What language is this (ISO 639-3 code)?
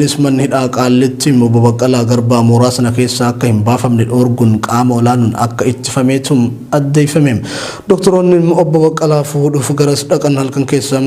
orm